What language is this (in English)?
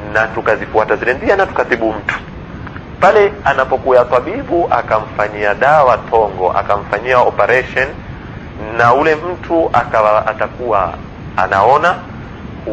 Swahili